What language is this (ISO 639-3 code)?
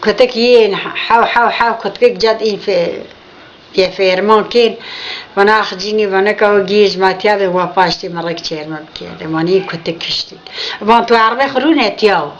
zza